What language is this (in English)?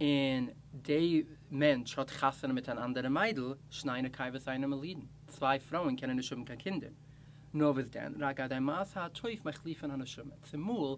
Yiddish